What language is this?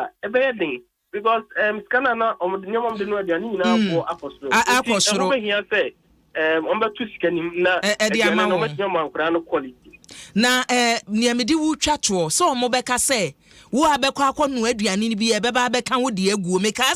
Akan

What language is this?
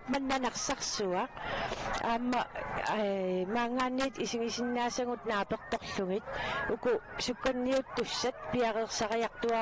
Kalaallisut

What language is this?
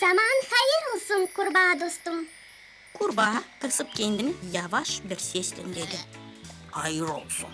Gagauz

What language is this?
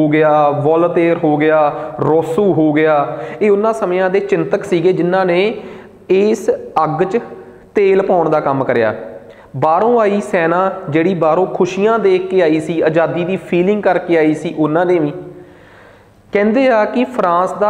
Punjabi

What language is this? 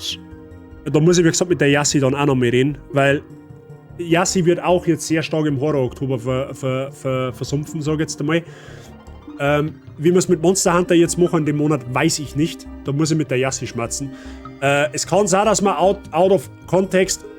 Bavarian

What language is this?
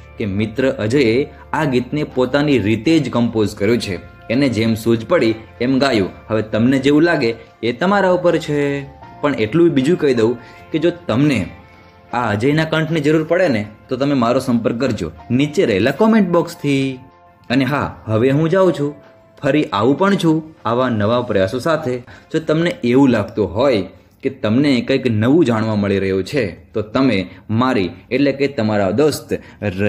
Gujarati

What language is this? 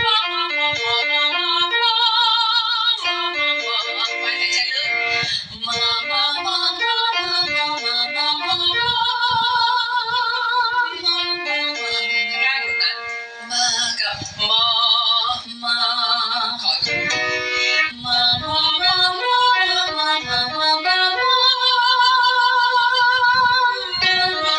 Thai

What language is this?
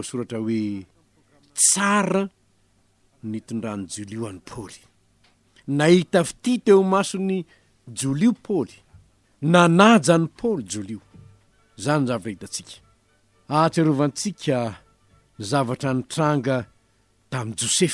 Malagasy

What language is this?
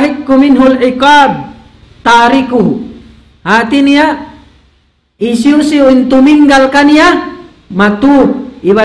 Tausug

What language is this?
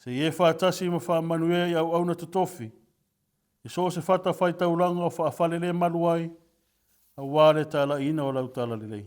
Samoan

